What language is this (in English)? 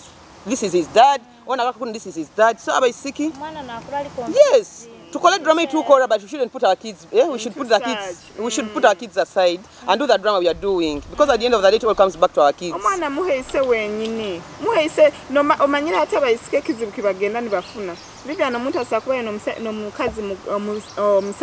Nyoro